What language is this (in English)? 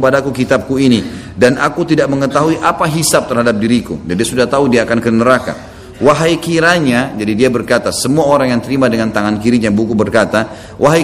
Indonesian